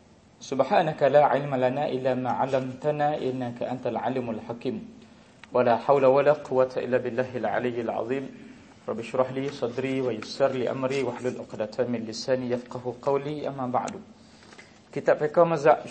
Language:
Malay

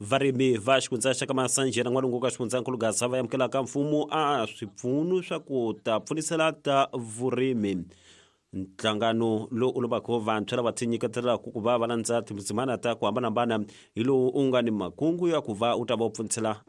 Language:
Tsonga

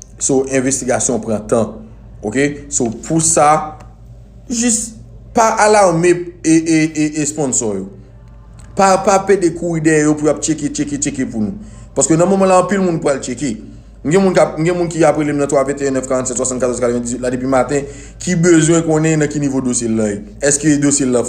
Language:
Haitian Creole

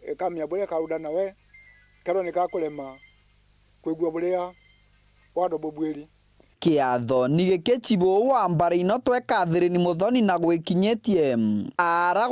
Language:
Meru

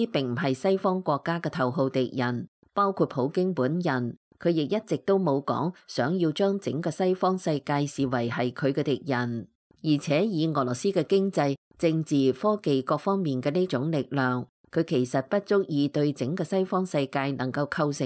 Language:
Cantonese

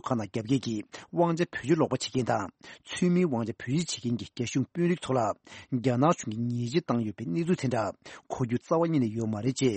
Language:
Tibetan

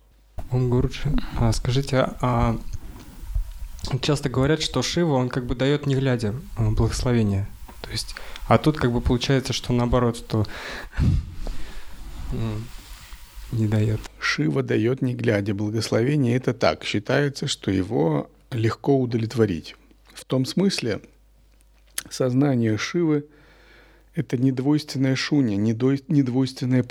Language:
Russian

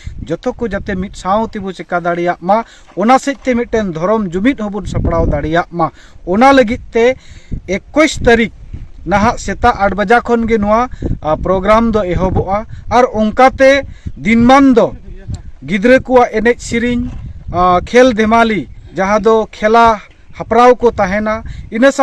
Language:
Santali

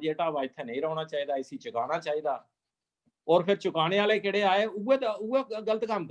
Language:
Dogri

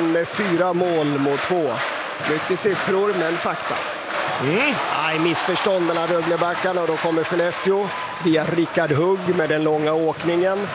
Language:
Swedish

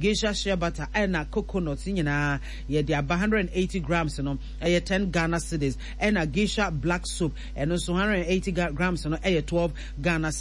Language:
Akan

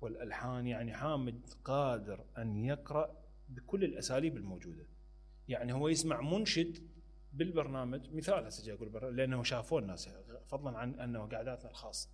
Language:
Mesopotamian Arabic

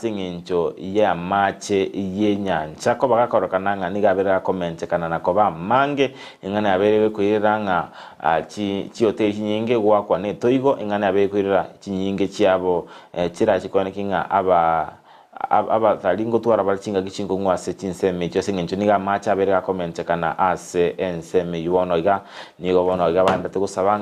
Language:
Gusii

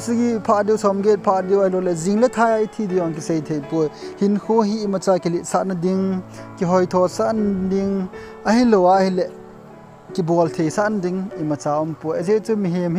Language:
Thado Chin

